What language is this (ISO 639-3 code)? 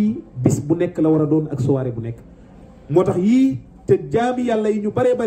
wol